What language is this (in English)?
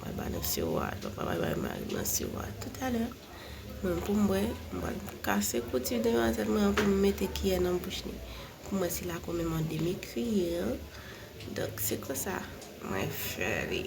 Haitian Creole